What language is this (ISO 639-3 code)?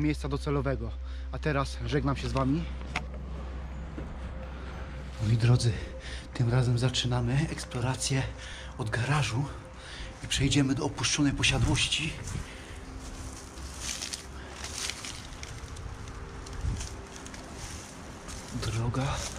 pol